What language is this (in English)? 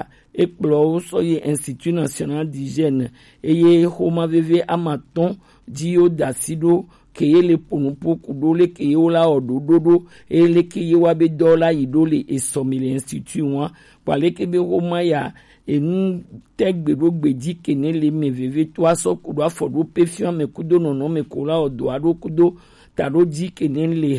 Gen